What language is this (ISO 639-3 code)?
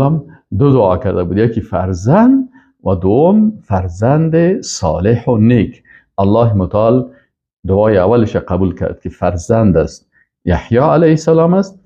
fas